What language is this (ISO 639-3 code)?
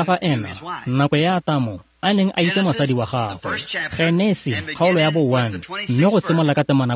tsn